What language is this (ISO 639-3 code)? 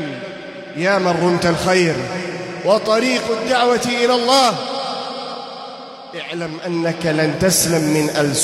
ara